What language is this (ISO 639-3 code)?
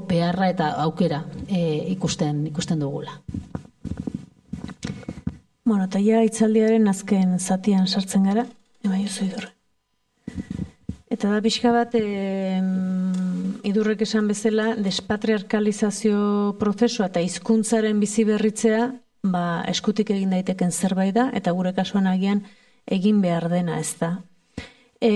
eus